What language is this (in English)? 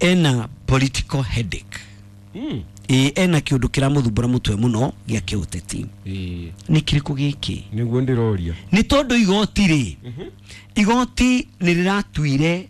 Kikuyu